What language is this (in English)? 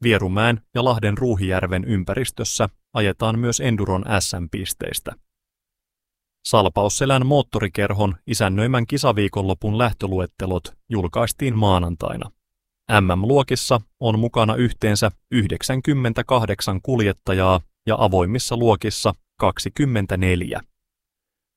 Finnish